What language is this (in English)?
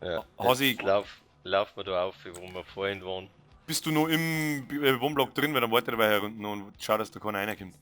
Bavarian